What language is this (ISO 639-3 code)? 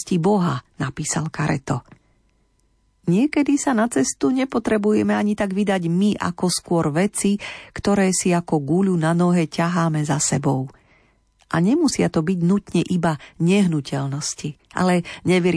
slk